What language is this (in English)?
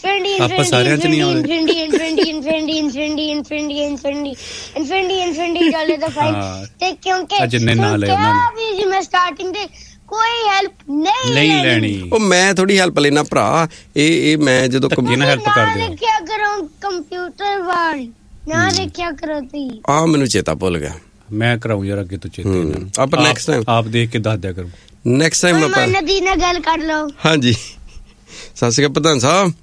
Punjabi